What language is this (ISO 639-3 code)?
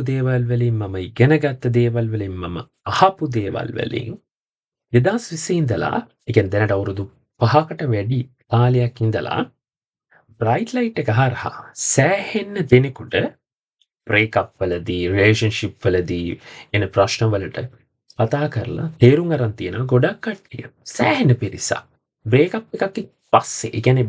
sin